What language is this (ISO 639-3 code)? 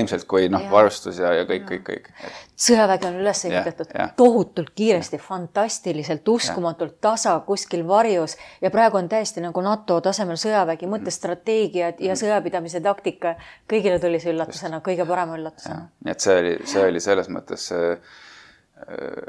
est